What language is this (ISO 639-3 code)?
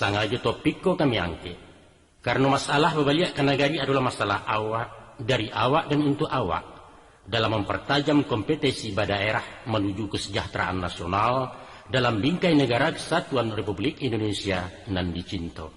min